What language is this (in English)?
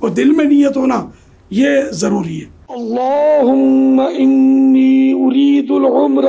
Urdu